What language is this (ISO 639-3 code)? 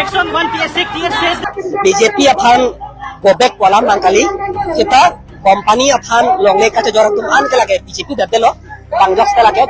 mjw